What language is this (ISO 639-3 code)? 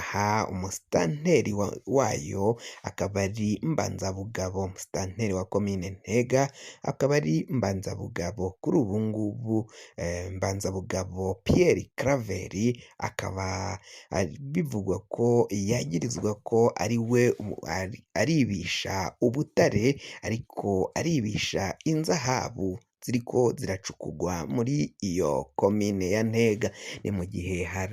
run